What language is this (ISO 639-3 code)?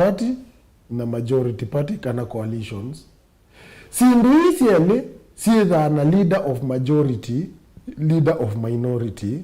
kam